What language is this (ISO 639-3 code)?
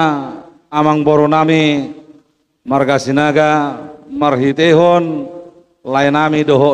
bbc